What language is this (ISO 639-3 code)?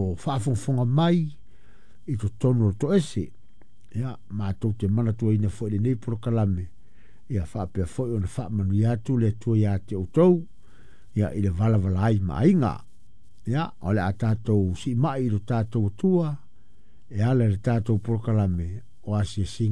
smo